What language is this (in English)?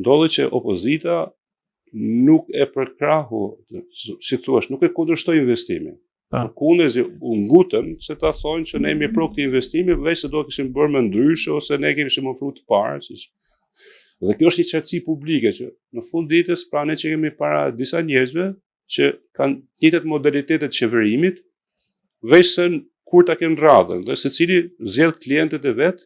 Albanian